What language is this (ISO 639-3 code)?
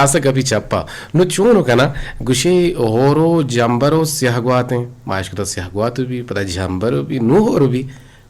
bgp